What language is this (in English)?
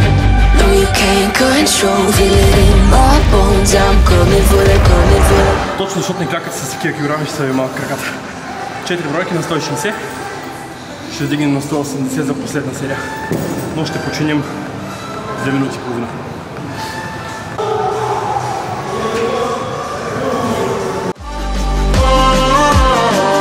Bulgarian